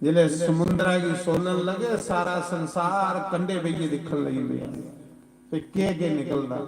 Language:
Dogri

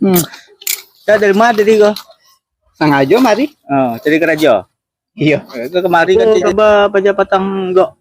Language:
Minangkabau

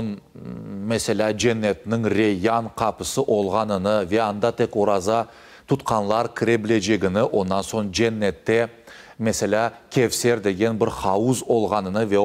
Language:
Crimean Tatar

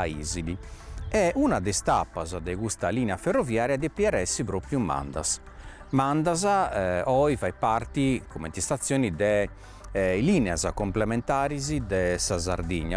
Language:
Sardinian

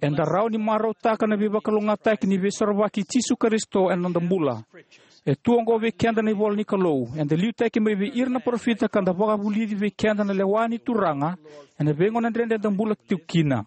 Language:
Fijian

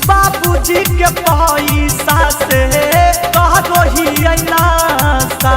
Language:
Magahi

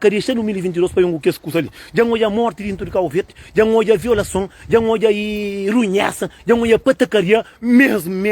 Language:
Kabuverdianu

